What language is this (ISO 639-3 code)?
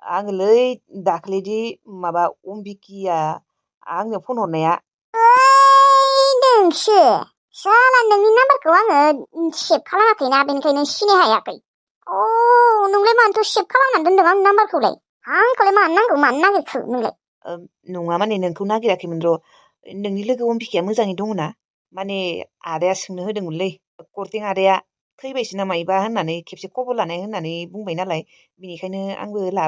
brx